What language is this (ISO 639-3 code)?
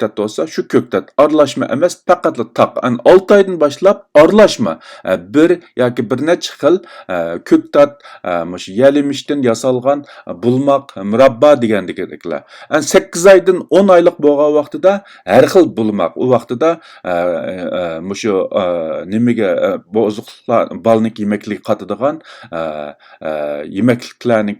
uig